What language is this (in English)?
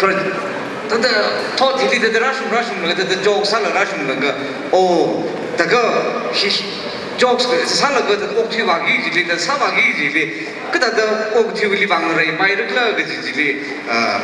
Tangkhul Naga (India)